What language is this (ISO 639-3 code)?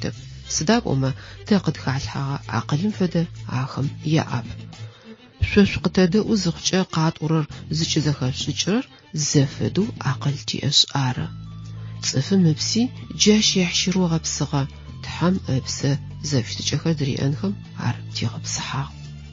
ady